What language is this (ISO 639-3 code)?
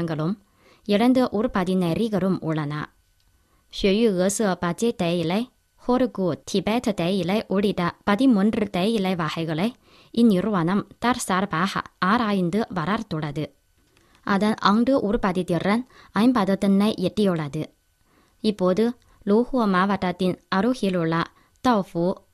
tam